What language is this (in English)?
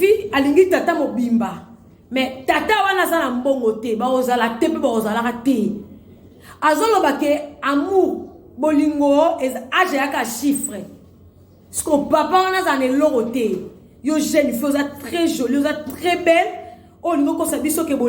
Lingala